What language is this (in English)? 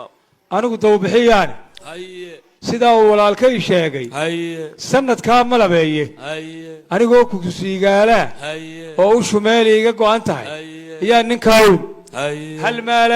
Somali